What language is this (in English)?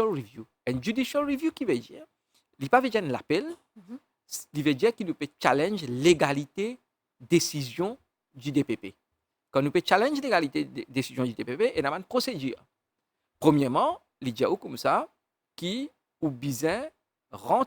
Morisyen